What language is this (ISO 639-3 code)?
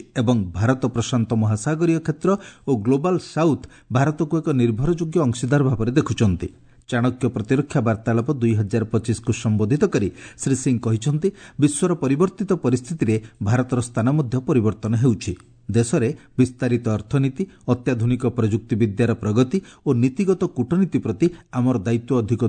ori